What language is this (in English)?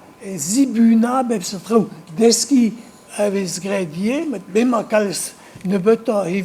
Breton